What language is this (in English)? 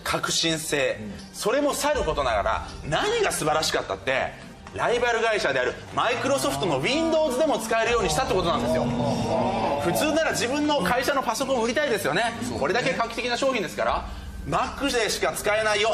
Japanese